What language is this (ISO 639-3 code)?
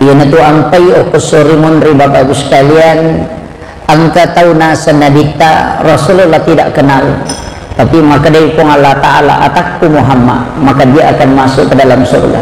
bug